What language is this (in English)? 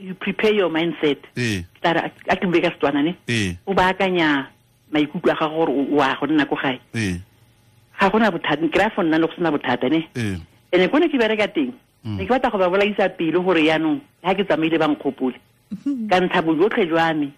Tswana